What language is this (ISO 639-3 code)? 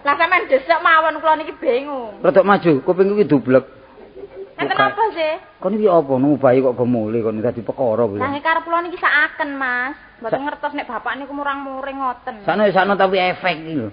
jav